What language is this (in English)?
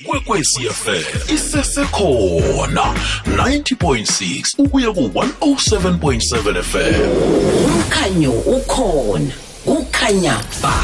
South Ndebele